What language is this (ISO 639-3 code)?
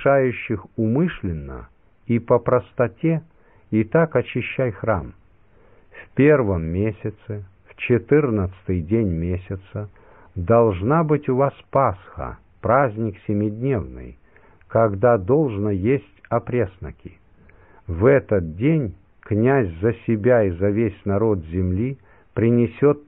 rus